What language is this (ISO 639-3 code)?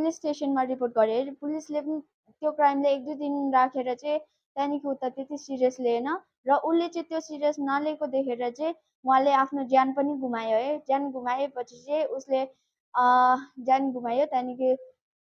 nep